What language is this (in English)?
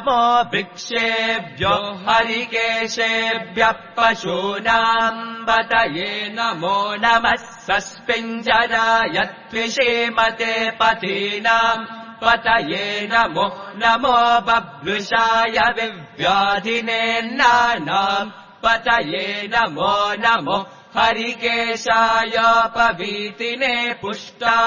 Sanskrit